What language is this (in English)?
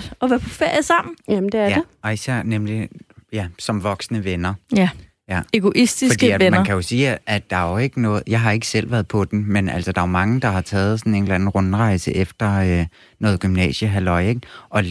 Danish